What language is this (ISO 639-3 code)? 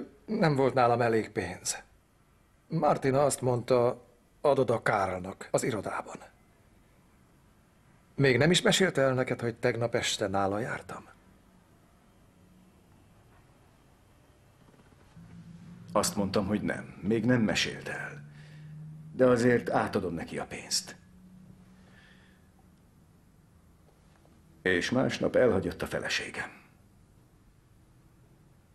hun